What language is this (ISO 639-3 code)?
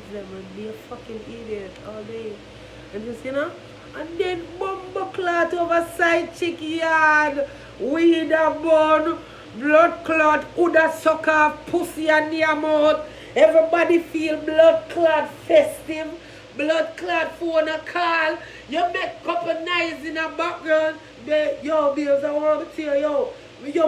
jam